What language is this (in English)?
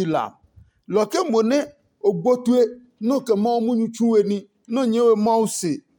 Adangme